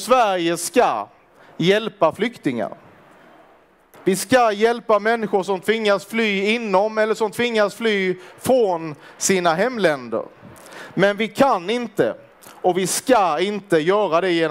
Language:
Swedish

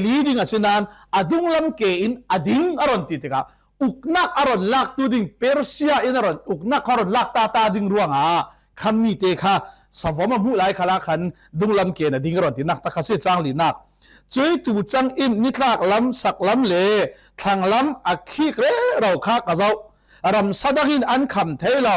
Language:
Falam Chin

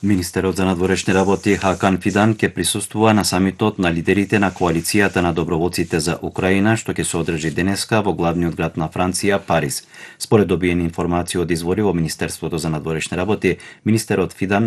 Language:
Macedonian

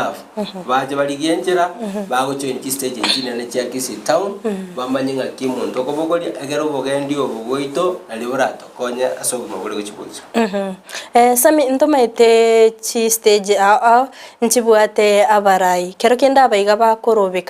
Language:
Gusii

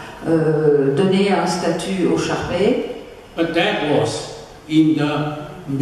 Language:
French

